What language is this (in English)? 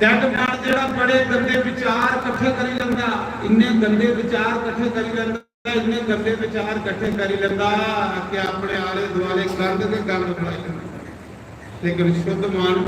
Dogri